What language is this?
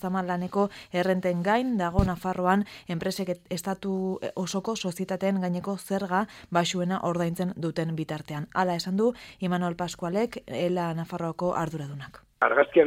Basque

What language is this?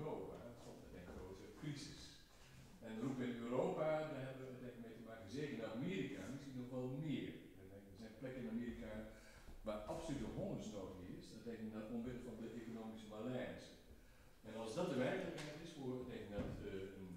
Dutch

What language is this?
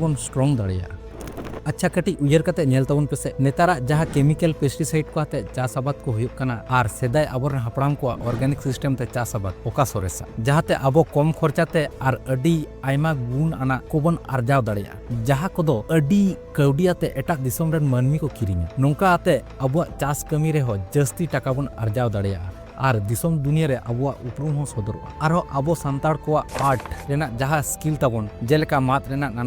Santali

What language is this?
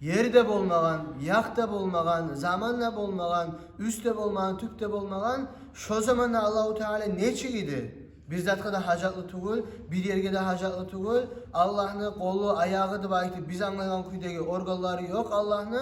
Kumyk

